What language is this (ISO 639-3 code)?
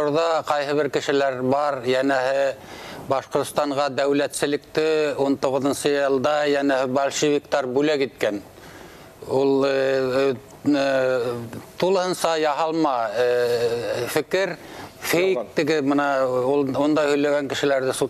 bak